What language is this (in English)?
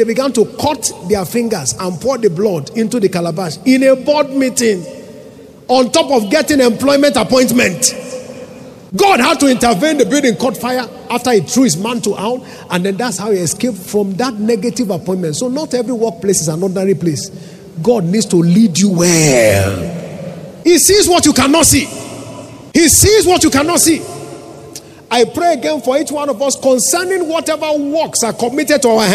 English